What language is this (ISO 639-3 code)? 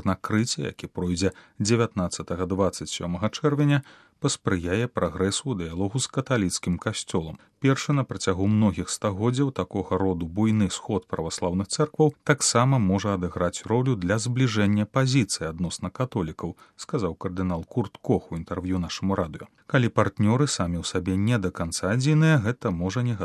bel